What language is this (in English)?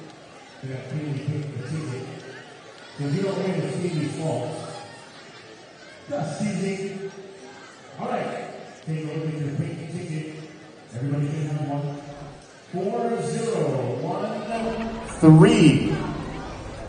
English